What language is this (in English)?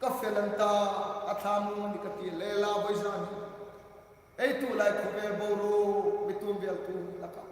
Hmar